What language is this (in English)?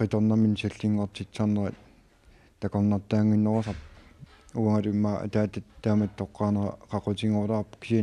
Kalaallisut